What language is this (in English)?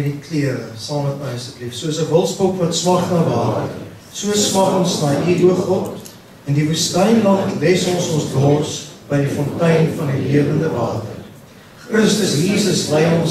Afrikaans